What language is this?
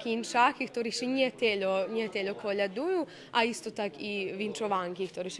Rusyn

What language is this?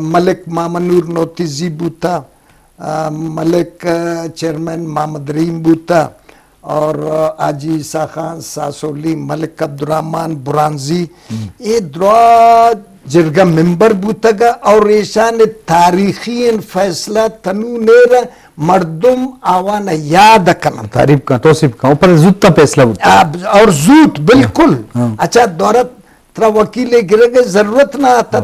Eastern Balochi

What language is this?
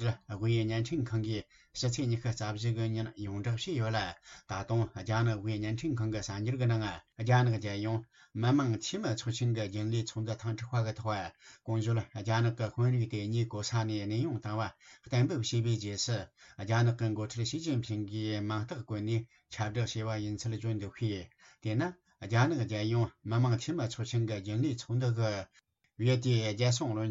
Tibetan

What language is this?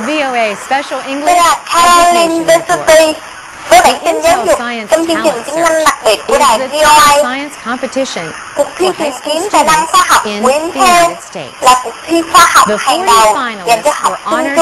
Vietnamese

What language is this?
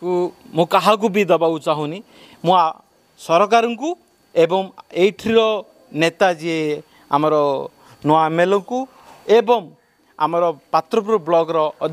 Odia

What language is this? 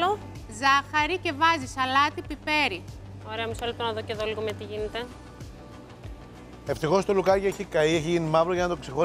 Greek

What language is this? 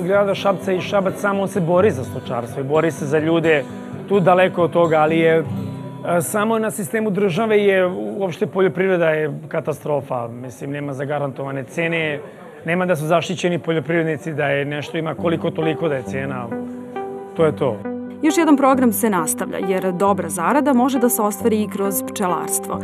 Serbian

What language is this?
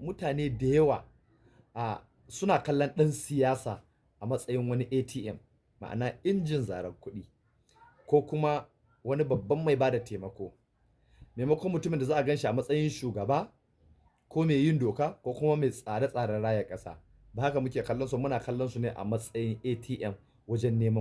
Hausa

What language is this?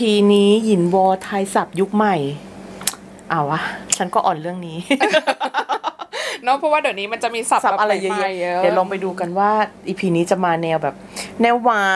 Thai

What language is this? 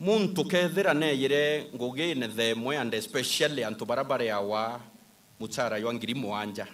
Meru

